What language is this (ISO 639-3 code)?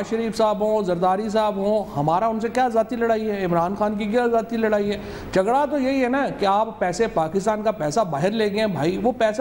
urd